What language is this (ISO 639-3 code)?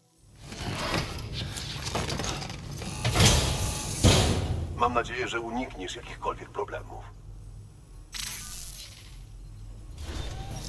pol